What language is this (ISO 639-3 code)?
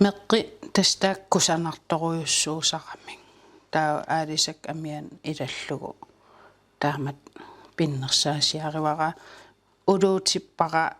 kal